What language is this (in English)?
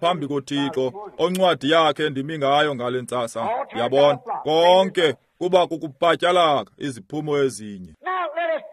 Xhosa